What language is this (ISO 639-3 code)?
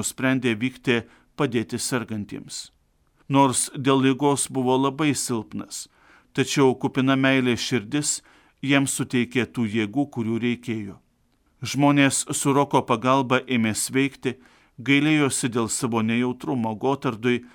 lit